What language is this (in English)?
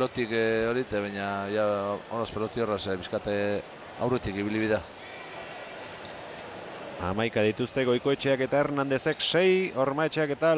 Basque